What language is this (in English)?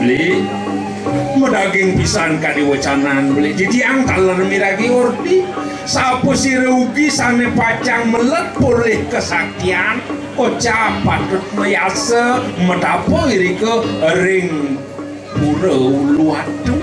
Balinese